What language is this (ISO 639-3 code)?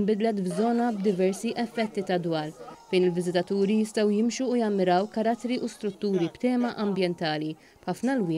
mlt